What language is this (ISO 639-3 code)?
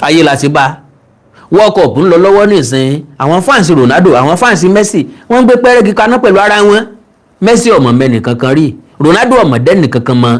yor